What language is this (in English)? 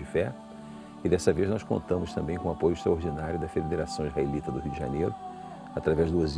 Portuguese